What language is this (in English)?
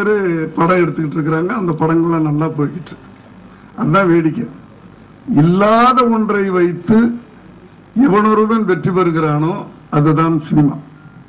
Tamil